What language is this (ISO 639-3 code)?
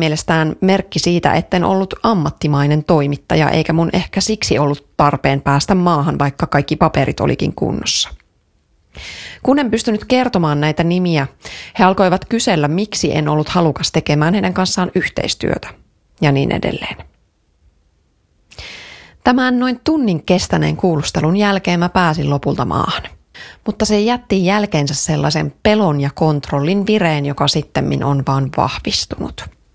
fin